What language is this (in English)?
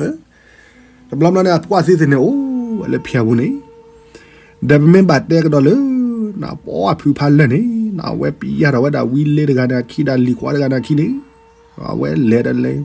S'gaw Karen